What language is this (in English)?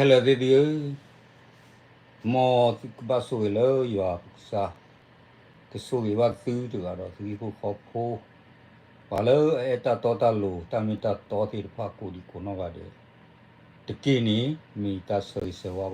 S'gaw Karen